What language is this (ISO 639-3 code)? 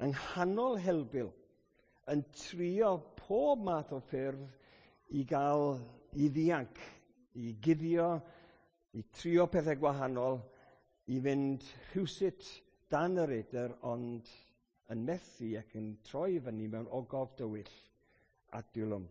cym